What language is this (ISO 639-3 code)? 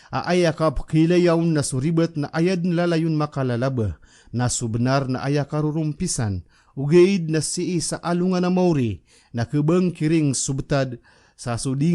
mrw